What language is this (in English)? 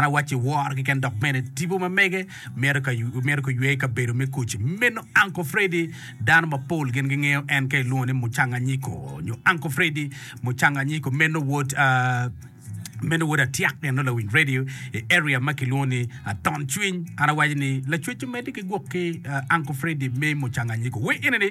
Acoli